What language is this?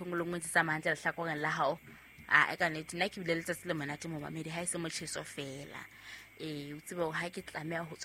Southern Sotho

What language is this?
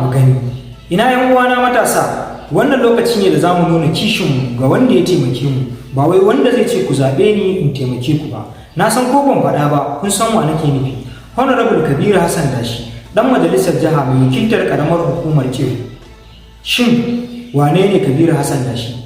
Hausa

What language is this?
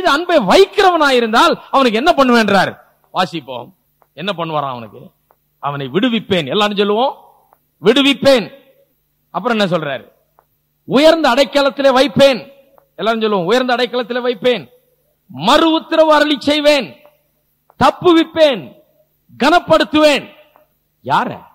Tamil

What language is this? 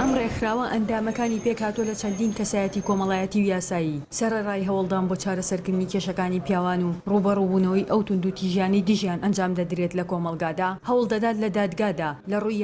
Central Kurdish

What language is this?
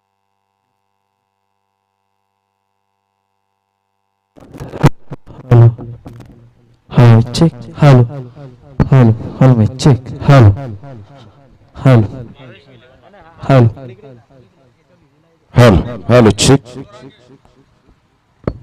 Marathi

